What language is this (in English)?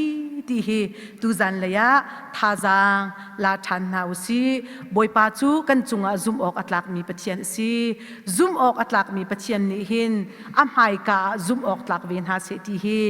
Hakha Chin